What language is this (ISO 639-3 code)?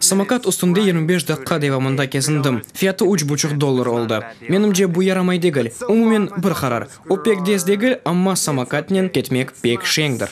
crh